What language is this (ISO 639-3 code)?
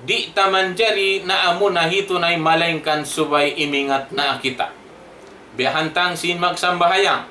tsg